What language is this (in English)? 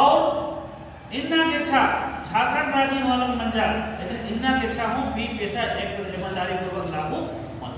Kurukh